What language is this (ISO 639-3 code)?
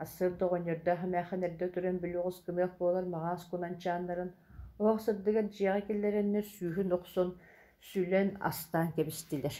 sah